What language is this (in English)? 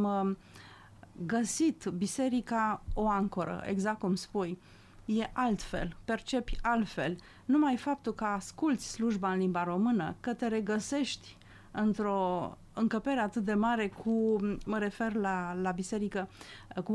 Romanian